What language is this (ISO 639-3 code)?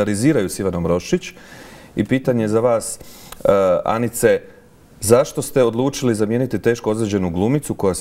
hrv